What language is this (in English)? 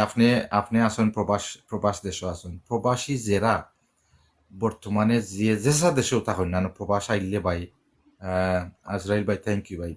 Sylheti